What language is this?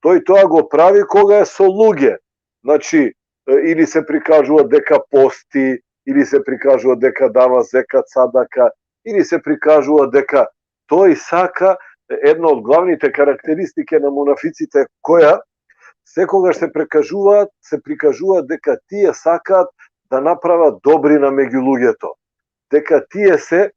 Balkan Romani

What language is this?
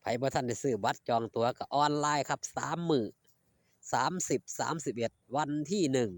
Northeastern Thai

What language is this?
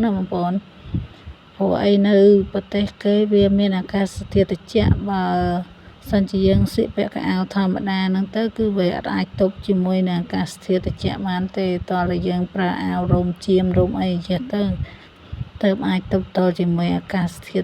Khmer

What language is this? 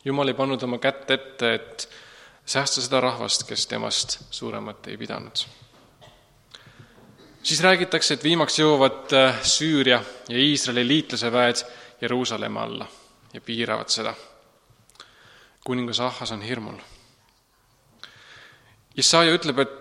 Estonian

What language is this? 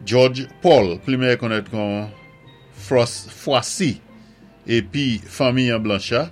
Saint Lucian Creole French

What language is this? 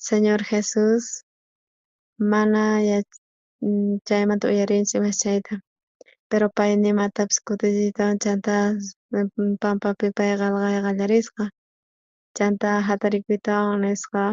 South Bolivian Quechua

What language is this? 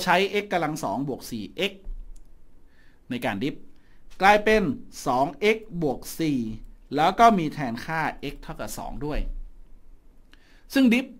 Thai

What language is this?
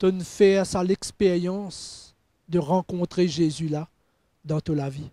Morisyen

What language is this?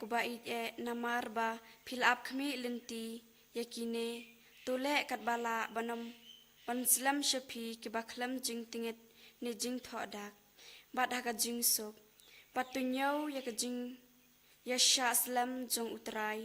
Khasi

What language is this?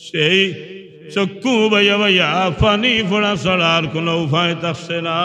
Sylheti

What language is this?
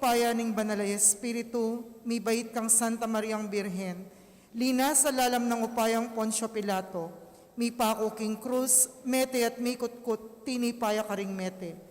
Pampanga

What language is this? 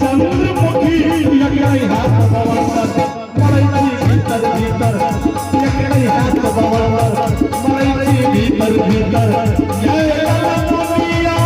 Maithili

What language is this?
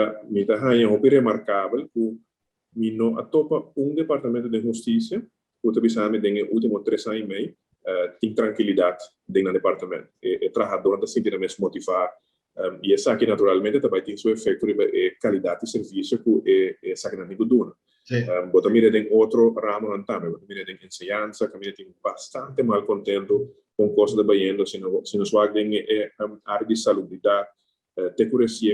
Papiamento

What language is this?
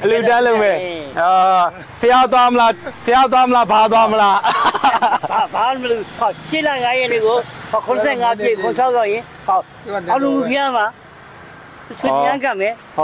Burmese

